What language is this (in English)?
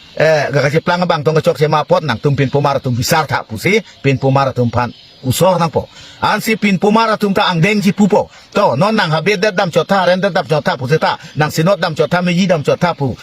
Karbi